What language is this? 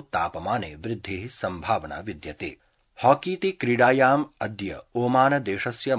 Sanskrit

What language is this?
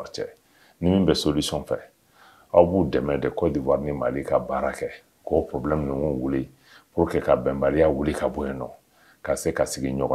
Bambara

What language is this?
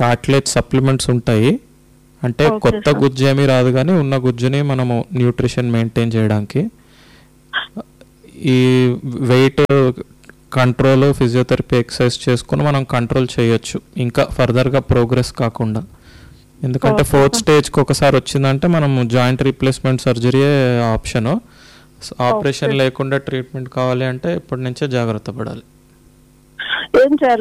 Telugu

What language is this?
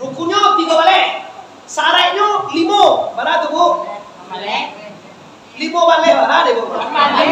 Minangkabau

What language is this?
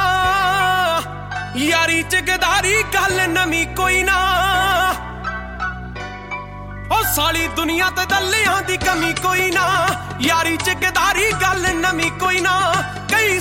Punjabi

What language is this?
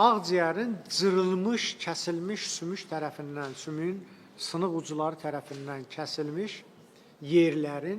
Azerbaijani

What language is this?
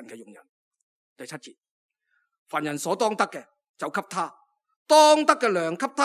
Cantonese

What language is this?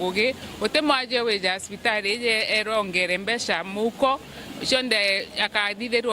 Meru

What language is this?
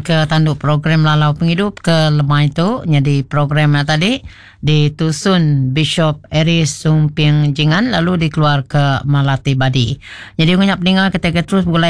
Iban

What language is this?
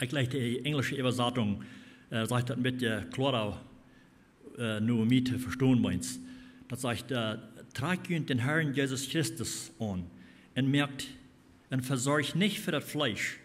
Plautdietsch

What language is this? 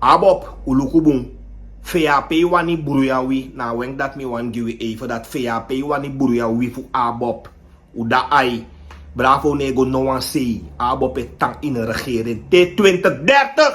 Sranan Tongo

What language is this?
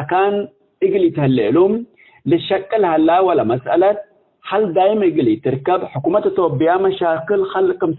Tigre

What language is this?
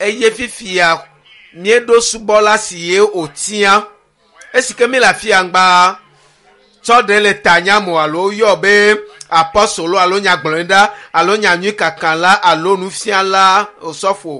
Ewe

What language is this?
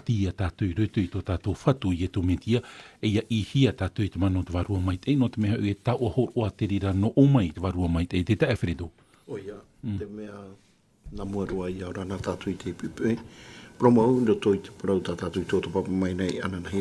Tahitian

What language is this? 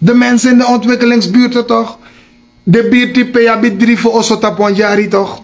Sranan Tongo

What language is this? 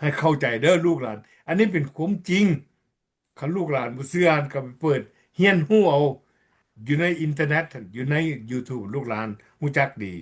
Lao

